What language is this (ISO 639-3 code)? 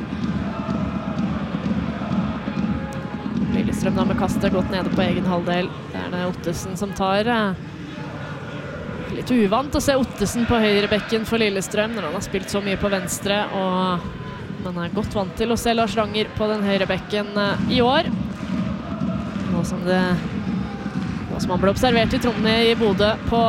nor